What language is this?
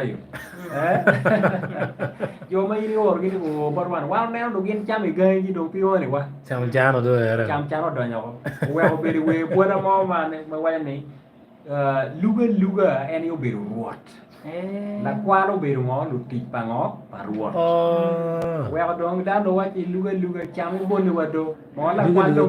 Acoli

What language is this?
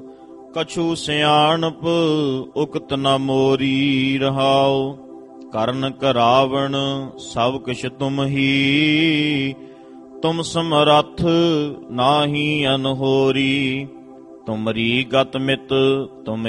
Punjabi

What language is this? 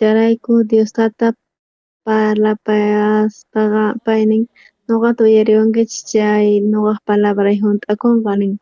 South Bolivian Quechua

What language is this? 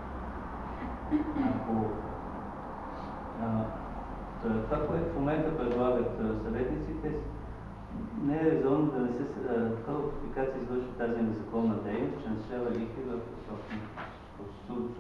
Bulgarian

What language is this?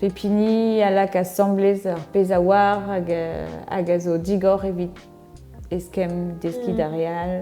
Breton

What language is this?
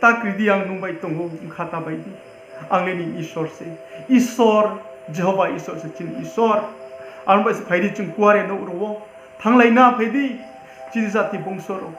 Riang (India)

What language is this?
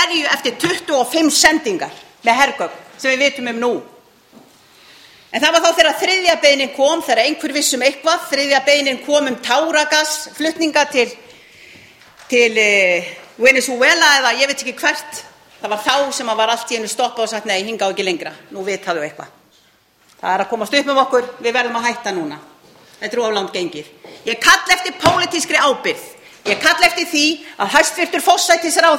Icelandic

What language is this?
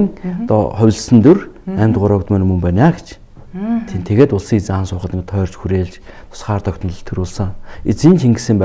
Mongolian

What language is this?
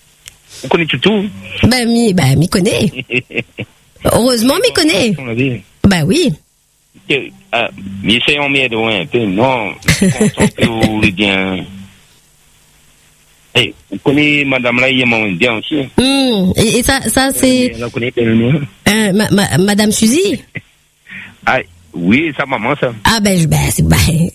French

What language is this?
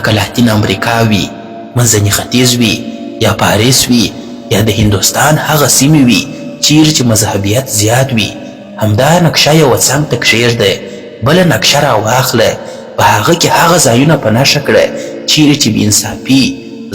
Pashto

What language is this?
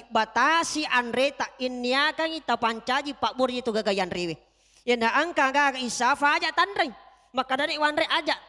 Buginese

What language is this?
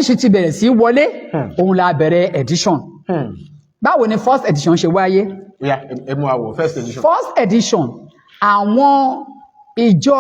Yoruba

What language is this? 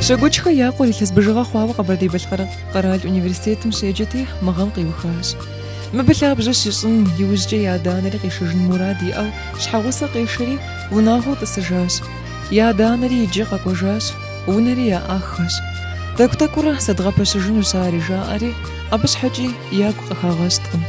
Kabardian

